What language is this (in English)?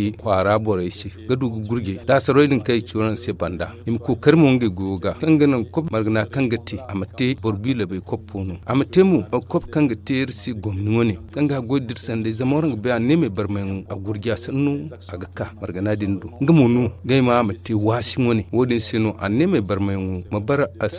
Zarma